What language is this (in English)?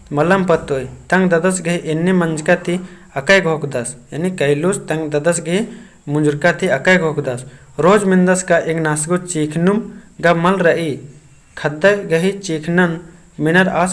Kurukh